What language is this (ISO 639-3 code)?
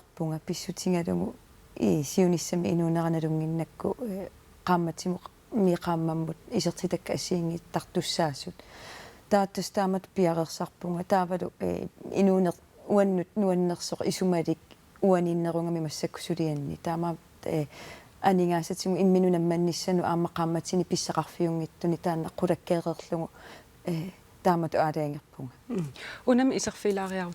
kal